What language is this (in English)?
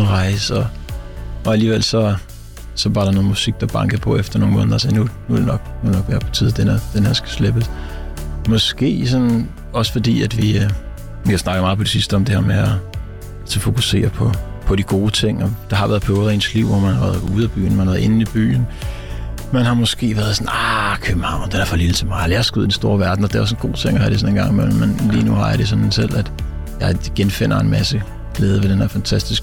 Danish